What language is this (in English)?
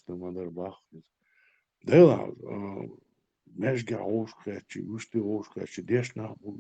Chechen